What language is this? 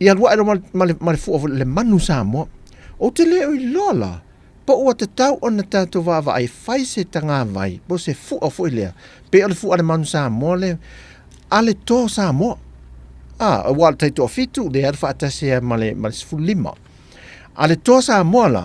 Samoan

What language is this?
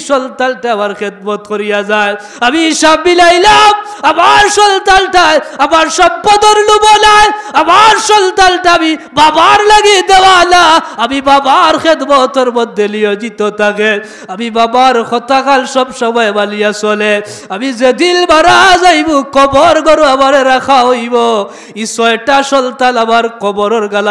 Sylheti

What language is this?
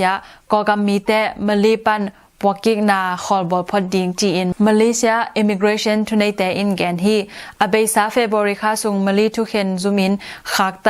Tedim Chin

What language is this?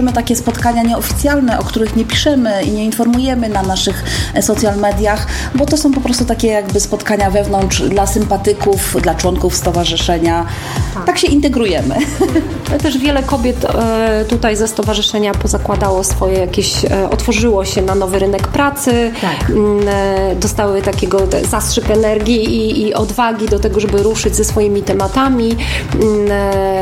Polish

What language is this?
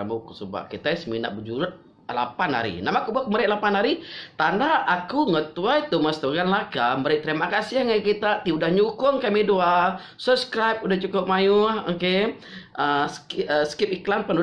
Iban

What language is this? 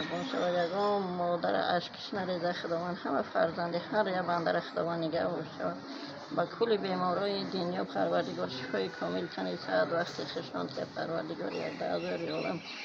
Tajik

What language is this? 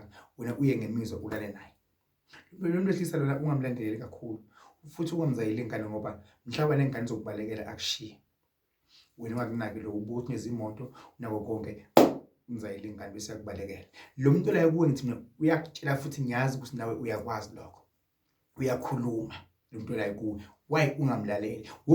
Zulu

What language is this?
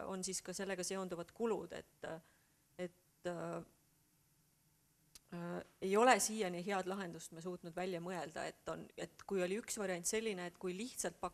Estonian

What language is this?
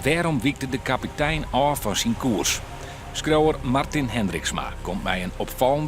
Western Frisian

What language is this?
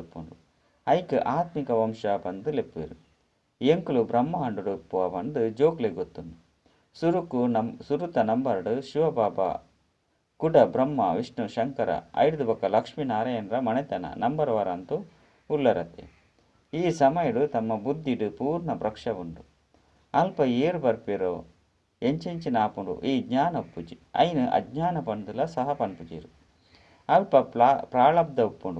Tulu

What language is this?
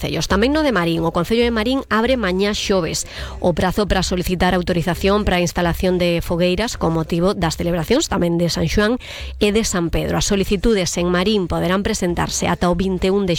Galician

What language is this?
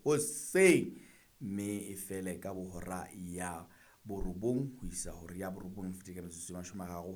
Southern Sotho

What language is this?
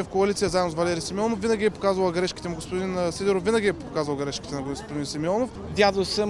Bulgarian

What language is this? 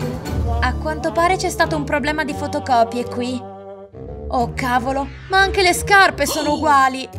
Italian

